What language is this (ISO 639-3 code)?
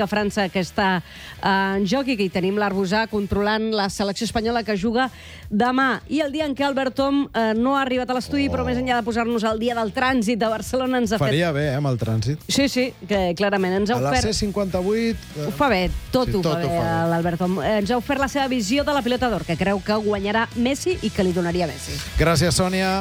cat